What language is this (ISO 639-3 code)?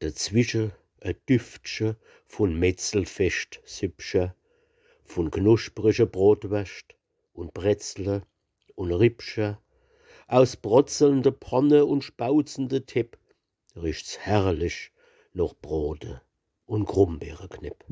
pfl